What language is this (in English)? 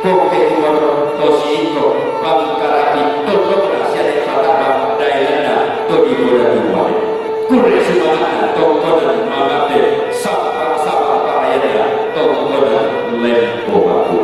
Toraja-Sa'dan